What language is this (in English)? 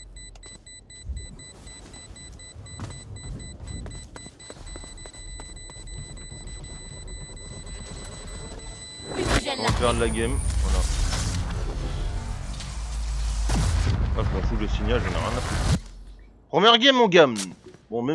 French